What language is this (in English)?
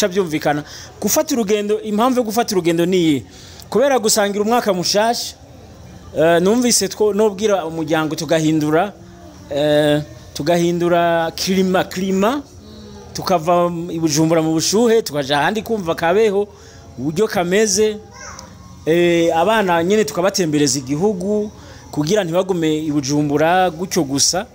Rundi